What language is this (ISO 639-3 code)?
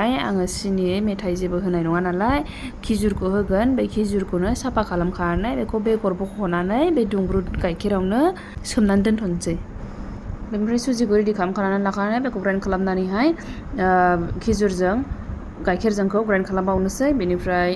brx